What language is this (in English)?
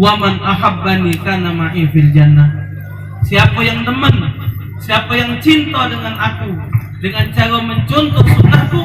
Musi